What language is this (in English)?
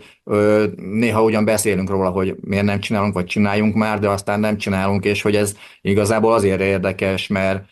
Hungarian